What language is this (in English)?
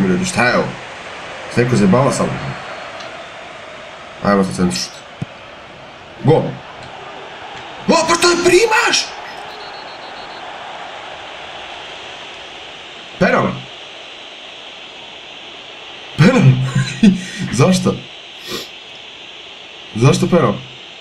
Serbian